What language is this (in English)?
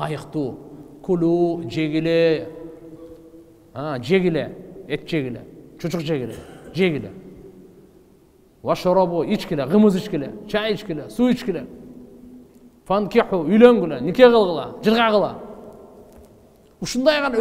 Kyrgyz